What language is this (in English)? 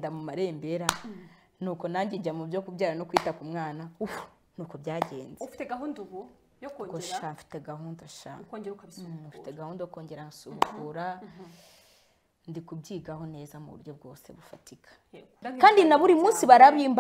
Kinyarwanda